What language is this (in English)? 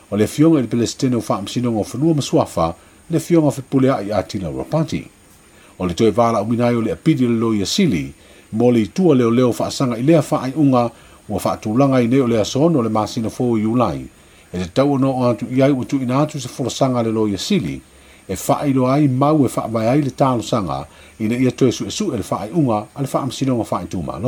Samoan